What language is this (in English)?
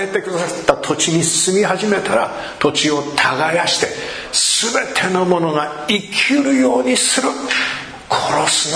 Japanese